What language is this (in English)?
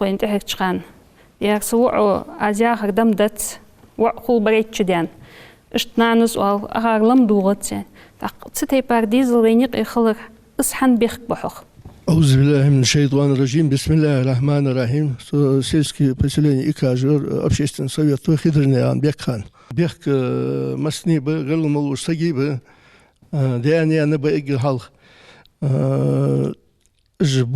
Ingush